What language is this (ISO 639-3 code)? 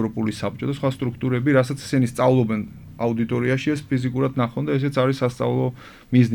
kat